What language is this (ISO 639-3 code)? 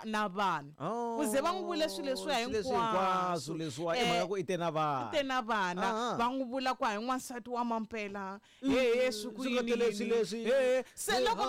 tso